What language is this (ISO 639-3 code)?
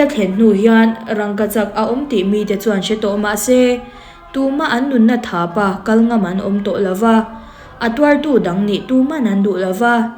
lus